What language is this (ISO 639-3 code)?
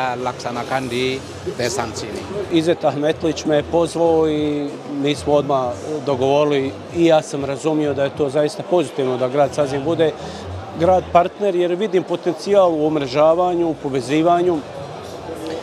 bos